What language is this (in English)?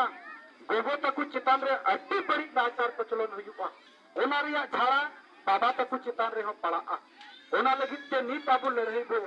Santali